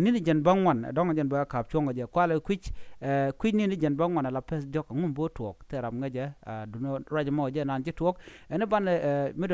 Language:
Nuer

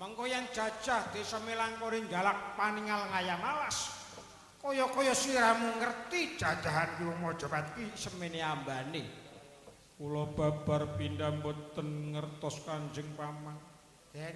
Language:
Javanese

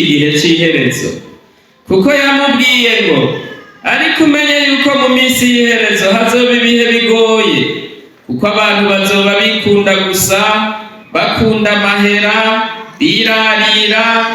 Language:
Rundi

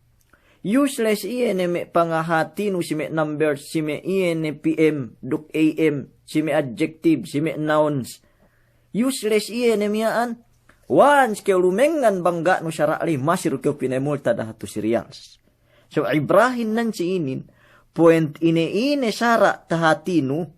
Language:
Yakan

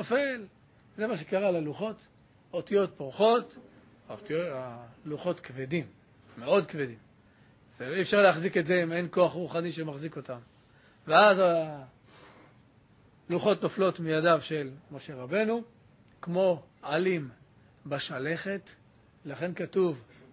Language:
Hebrew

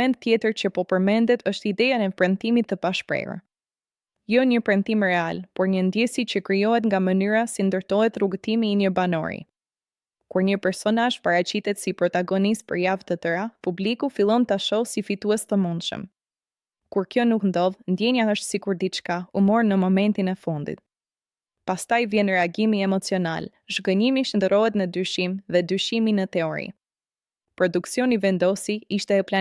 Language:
Albanian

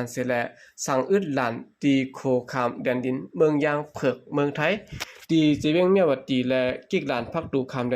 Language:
Shan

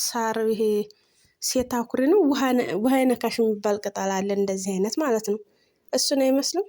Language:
Amharic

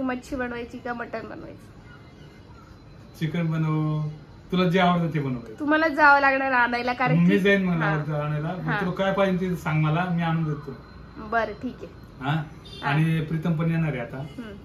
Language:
Marathi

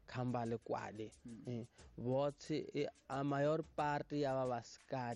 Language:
Tsonga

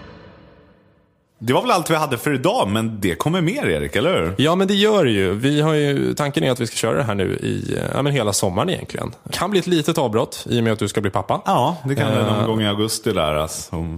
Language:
Swedish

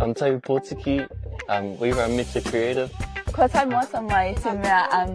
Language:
Māori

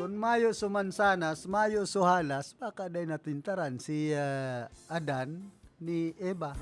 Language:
Bikol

